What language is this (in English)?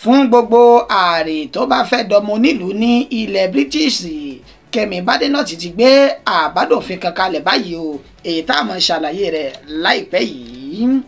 Yoruba